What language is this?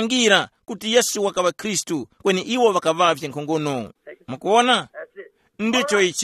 Tumbuka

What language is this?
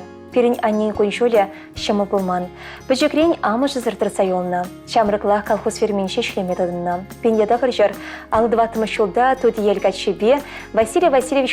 Chuvash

